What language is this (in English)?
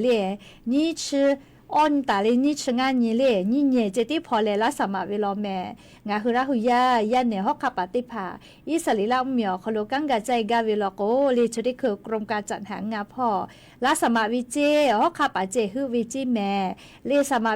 Lahu